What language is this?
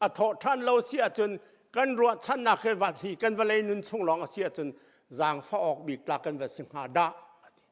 Hakha Chin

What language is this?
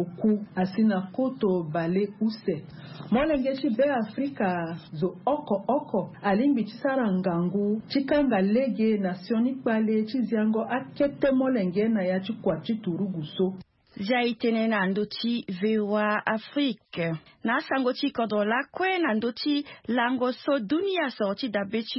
Sango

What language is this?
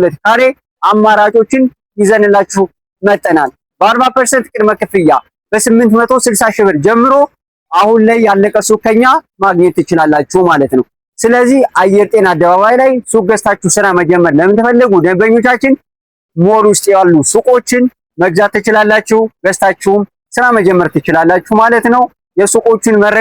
Amharic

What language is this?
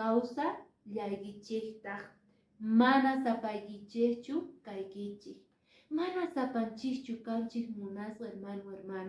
Quechua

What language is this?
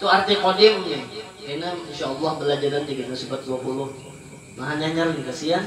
Banjar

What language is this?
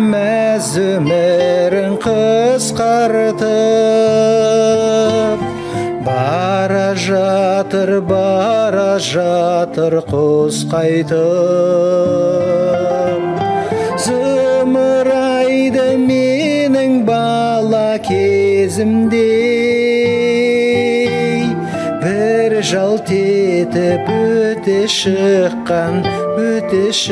Kazakh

